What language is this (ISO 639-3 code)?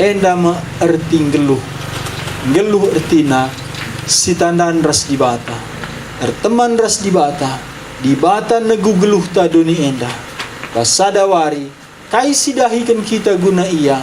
btx